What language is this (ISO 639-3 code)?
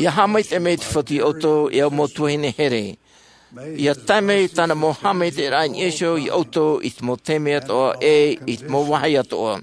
tah